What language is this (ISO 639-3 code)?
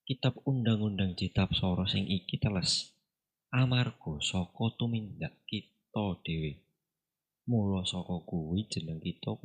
jav